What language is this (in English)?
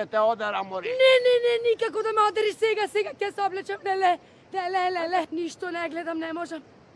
Macedonian